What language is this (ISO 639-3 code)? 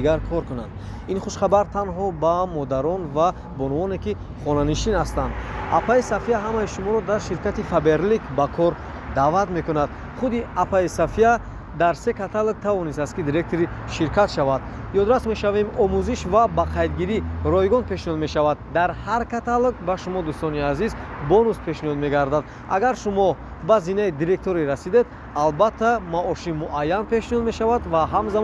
tgk